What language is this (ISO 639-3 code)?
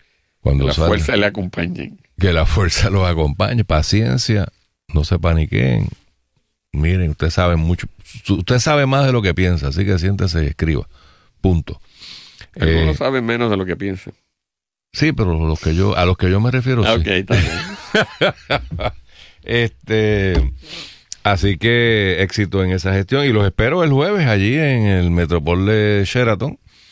spa